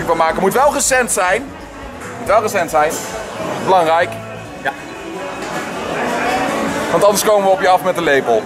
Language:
Dutch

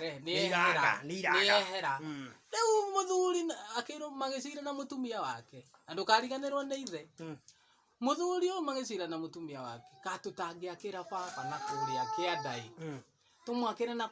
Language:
Kikuyu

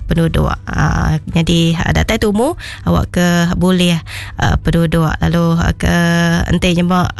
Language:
Iban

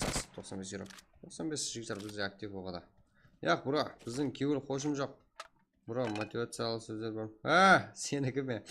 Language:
Kara-Kalpak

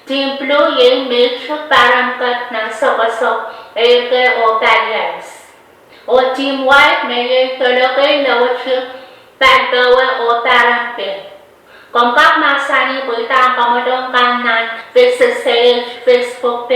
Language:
Pohnpeian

